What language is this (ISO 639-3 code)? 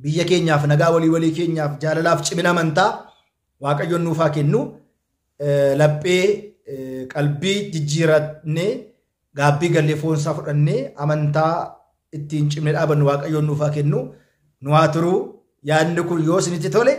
orm